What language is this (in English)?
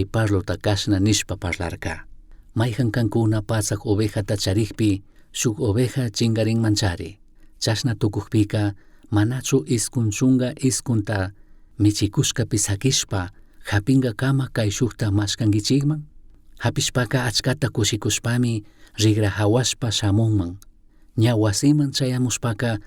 Chimborazo Highland Quichua